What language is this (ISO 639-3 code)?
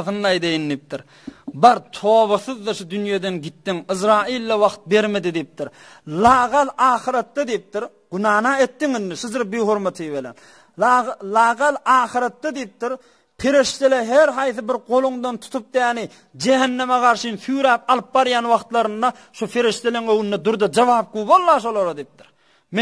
tuk